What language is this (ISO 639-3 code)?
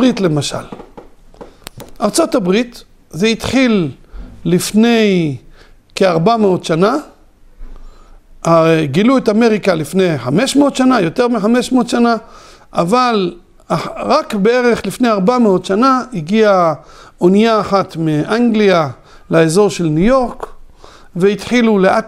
heb